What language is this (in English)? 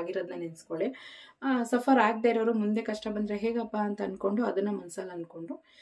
Kannada